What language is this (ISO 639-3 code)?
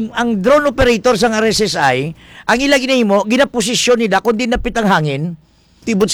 hil